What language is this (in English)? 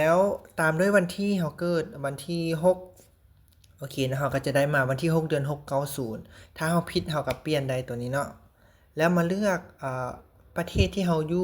Lao